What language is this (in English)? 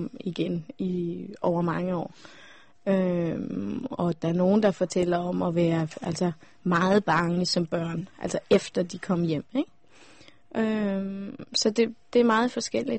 Danish